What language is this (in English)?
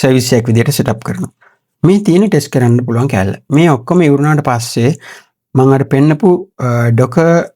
Sinhala